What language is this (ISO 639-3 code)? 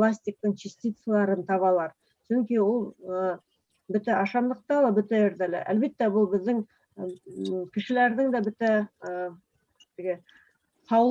bak